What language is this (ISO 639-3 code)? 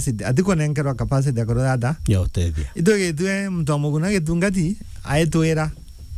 mer